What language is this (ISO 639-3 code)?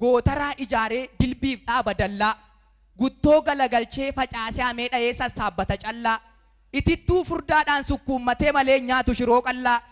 orm